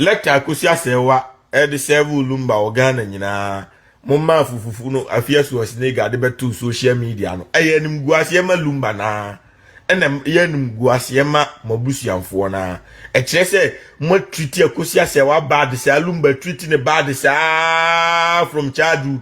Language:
Akan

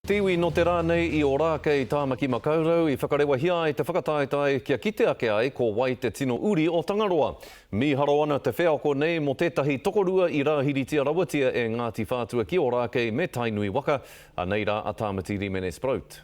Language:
Māori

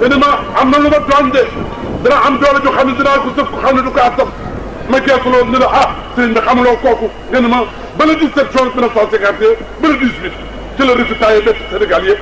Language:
Wolof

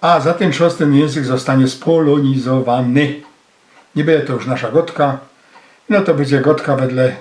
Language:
Silesian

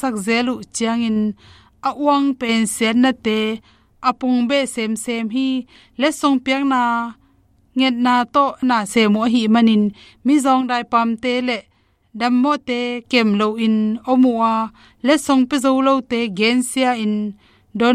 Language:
Tedim Chin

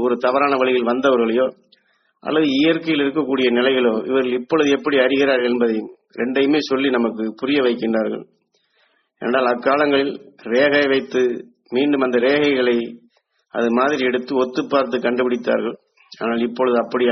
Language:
Tamil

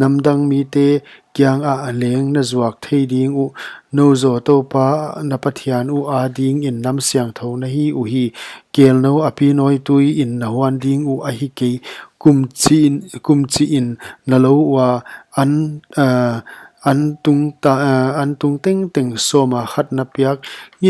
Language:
Paite Chin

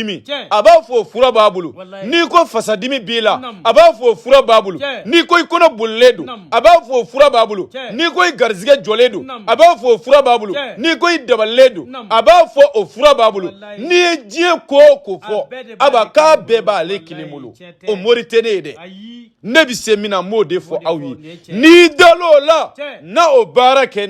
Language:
Bambara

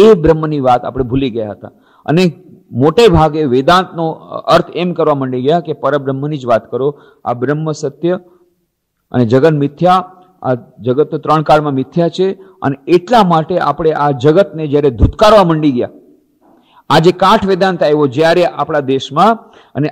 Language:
Gujarati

